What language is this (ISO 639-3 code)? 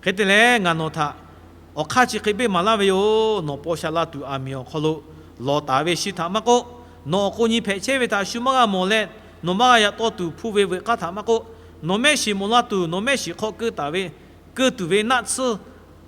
lhu